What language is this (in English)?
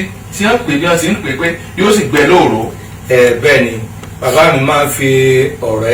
Yoruba